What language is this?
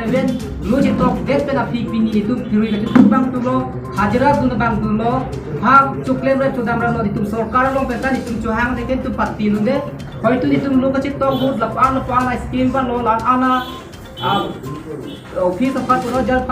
Karbi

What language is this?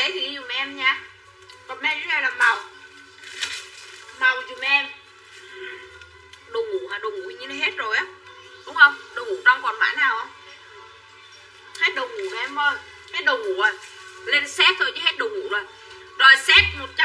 Vietnamese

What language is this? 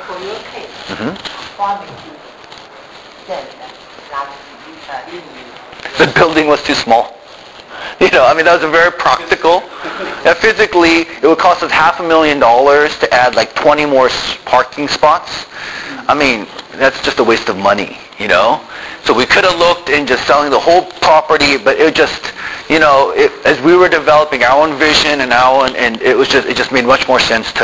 English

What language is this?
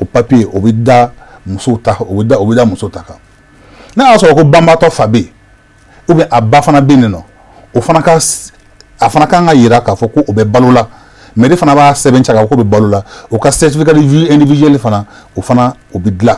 Bambara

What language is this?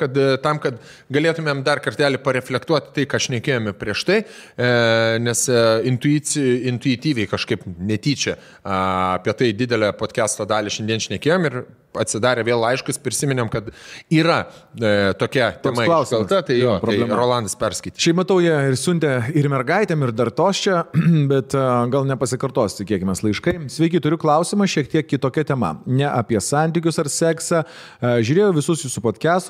Lithuanian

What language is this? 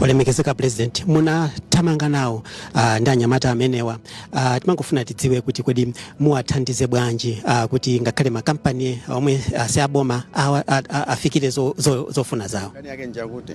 Nyanja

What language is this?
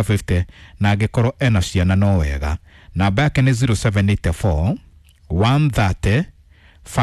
Kikuyu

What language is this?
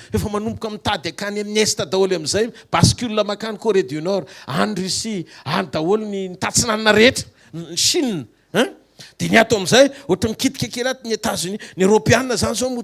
Malagasy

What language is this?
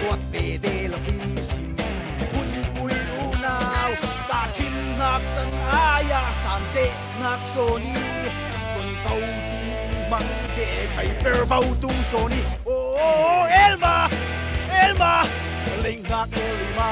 Falam Chin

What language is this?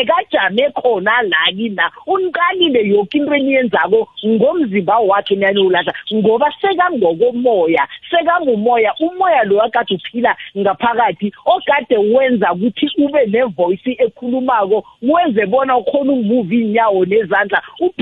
South Ndebele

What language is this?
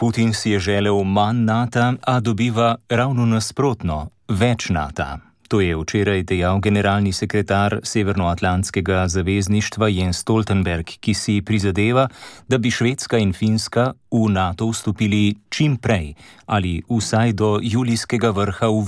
Slovenian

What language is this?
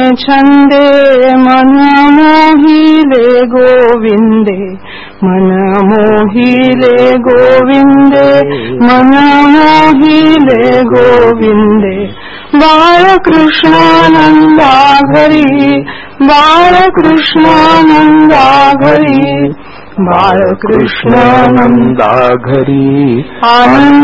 Marathi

